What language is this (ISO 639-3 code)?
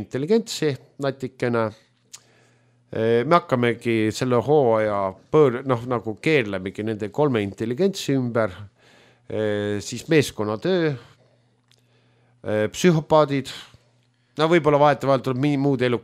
est